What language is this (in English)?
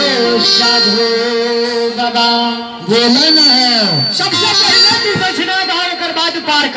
Maithili